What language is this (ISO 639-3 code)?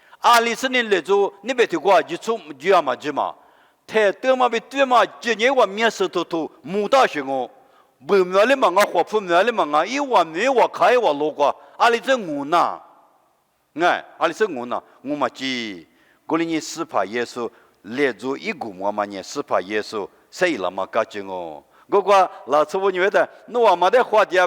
lis